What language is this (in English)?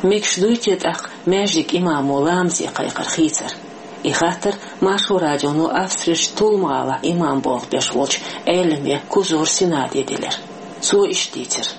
Chechen